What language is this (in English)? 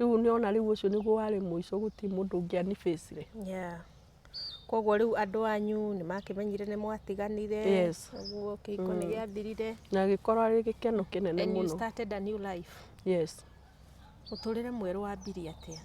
Kikuyu